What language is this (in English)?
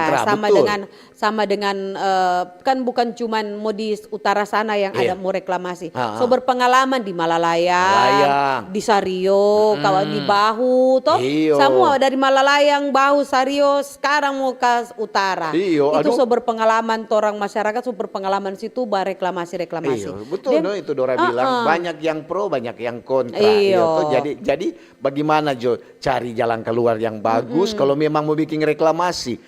Manado Malay